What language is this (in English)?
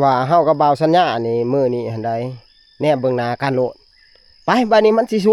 Northeastern Thai